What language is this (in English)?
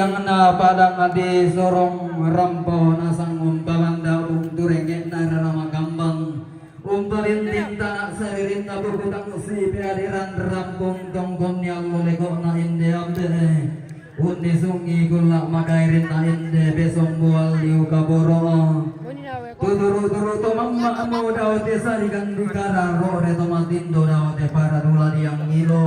Toraja-Sa'dan